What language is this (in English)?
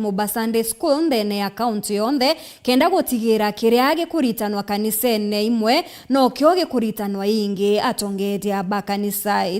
Meru